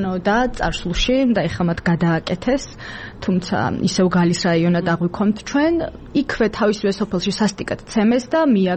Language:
Georgian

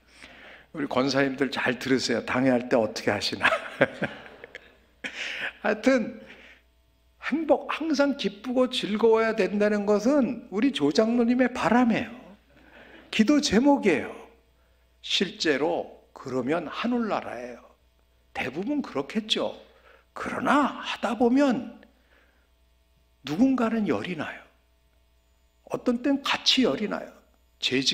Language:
Korean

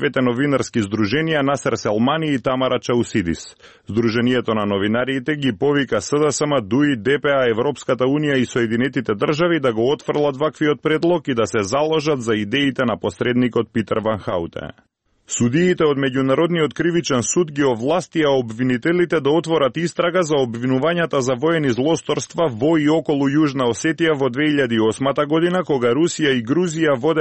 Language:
Macedonian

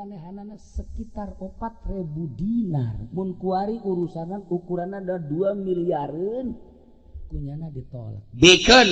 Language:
Sundanese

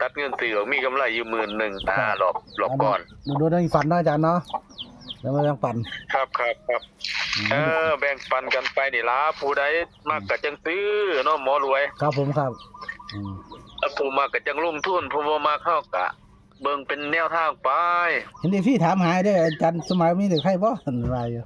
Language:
Northeastern Thai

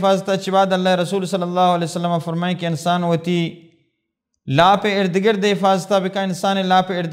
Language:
Baluchi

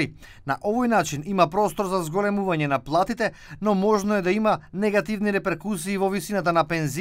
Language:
Macedonian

